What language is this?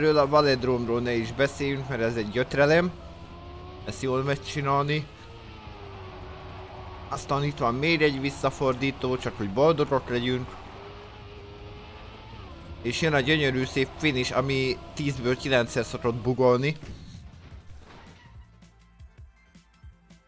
Hungarian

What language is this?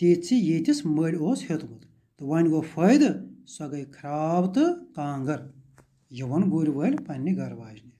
Kashmiri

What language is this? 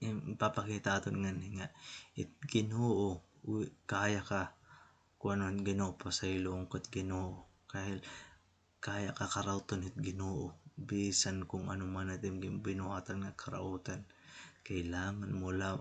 Waray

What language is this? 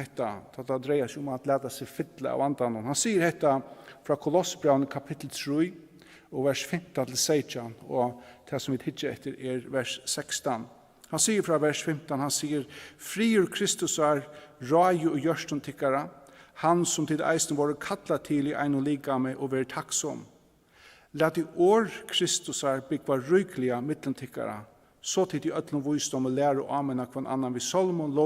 Faroese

